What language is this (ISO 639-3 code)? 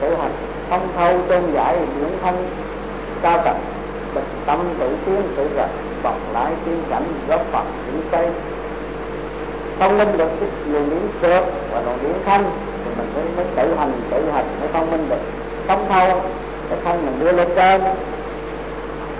vie